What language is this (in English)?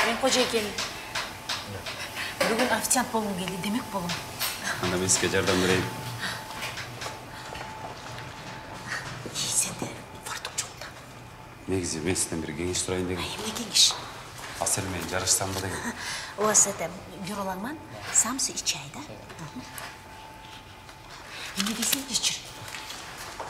Kyrgyz